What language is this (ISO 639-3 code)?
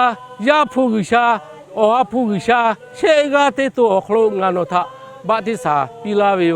lhu